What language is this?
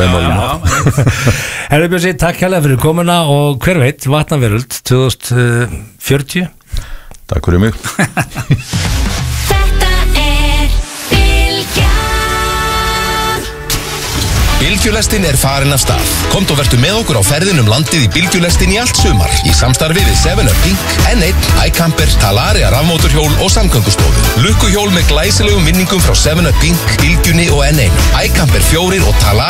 Icelandic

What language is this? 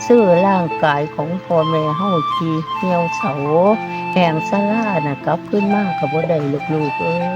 Lao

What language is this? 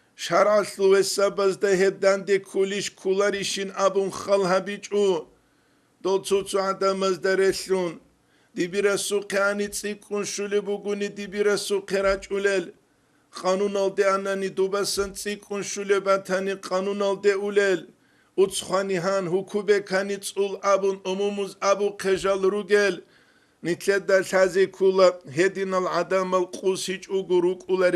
Avaric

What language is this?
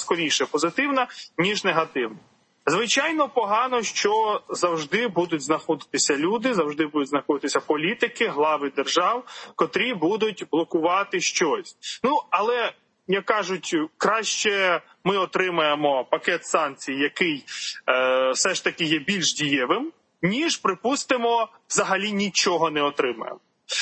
Ukrainian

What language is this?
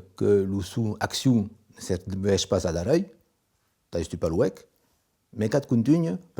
Occitan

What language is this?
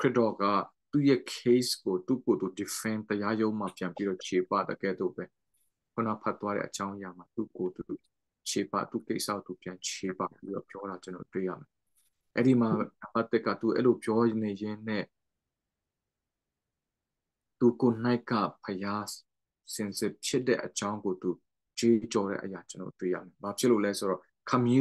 Burmese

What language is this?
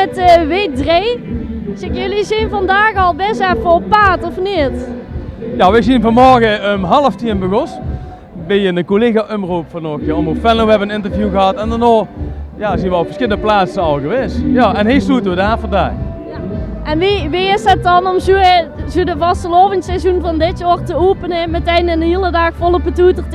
Limburgish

